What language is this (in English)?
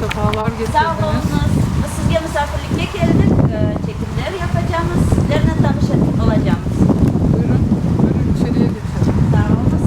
Crimean Tatar